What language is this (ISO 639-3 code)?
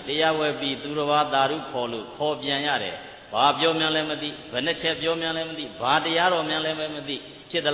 mya